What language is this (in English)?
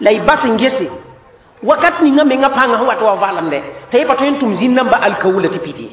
Mossi